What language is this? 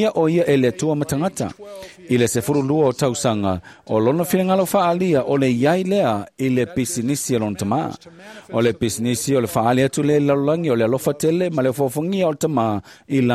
Samoan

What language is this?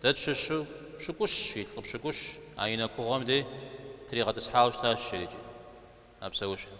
Kabardian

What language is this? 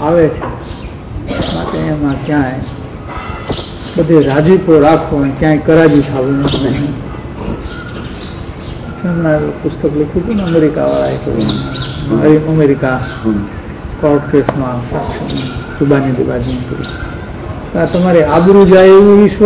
Gujarati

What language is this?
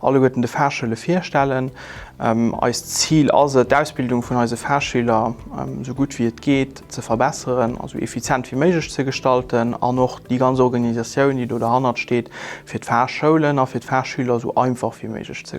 Luxembourgish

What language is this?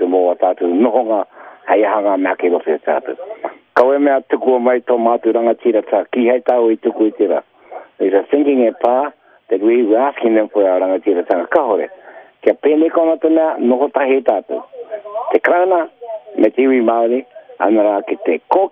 Māori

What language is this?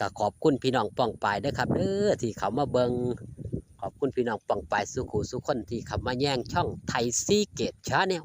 Northeastern Thai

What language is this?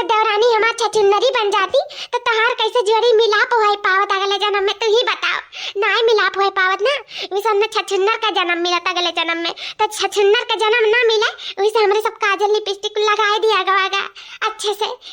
Awadhi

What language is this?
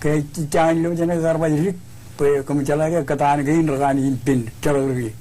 Marshallese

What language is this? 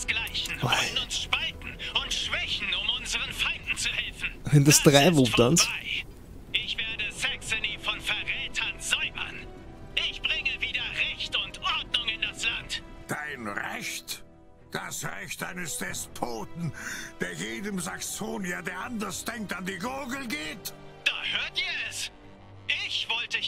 German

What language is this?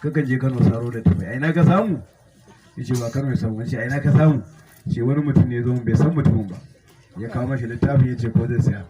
Hausa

